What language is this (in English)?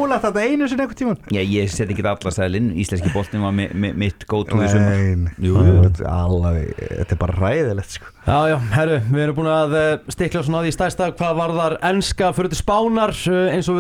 Icelandic